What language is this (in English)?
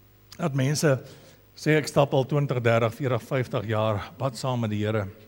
Afrikaans